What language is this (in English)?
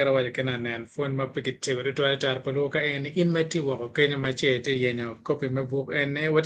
Acoli